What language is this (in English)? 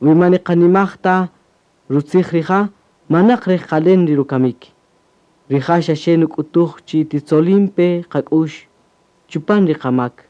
Kaqchikel